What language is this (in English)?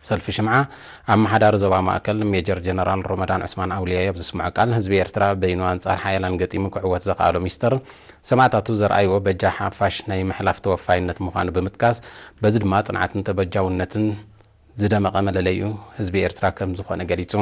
Tigrinya